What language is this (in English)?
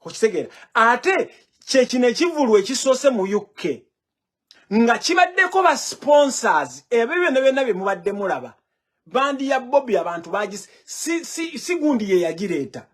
Ganda